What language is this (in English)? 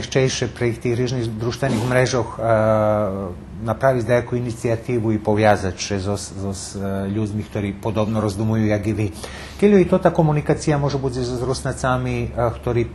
Rusyn